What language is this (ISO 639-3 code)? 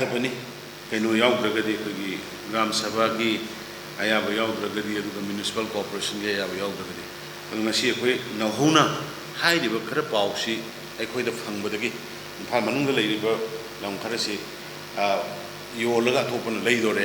mni